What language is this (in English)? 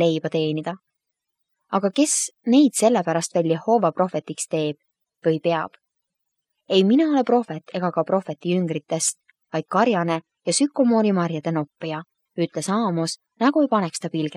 Estonian